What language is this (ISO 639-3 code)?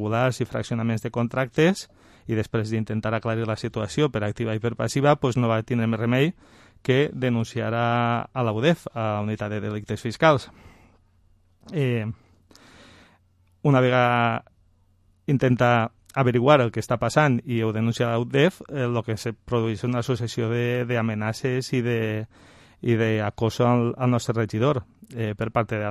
cat